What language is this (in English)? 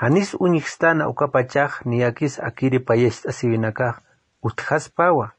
Aymara